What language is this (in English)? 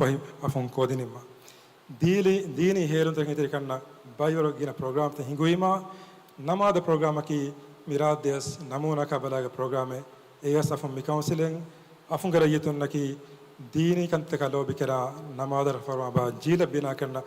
Divehi